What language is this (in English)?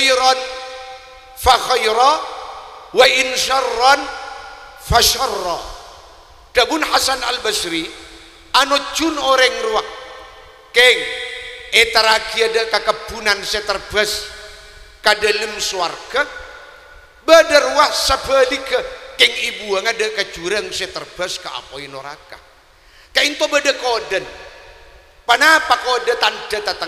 Madurese